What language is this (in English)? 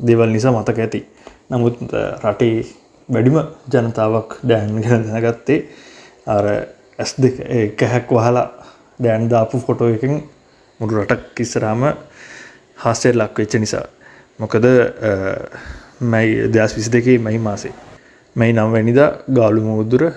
Sinhala